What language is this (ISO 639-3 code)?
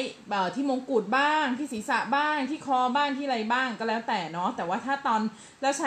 tha